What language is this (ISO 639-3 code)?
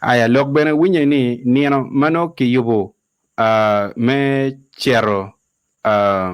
ach